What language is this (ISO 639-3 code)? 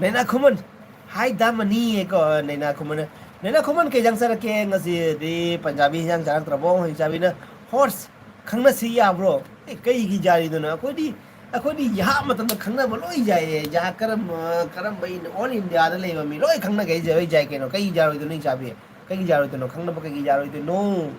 mni